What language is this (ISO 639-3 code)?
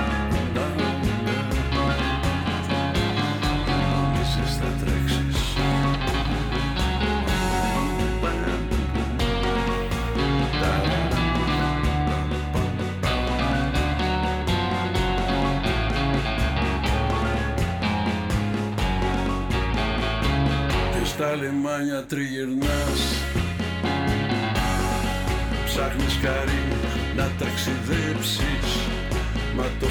ell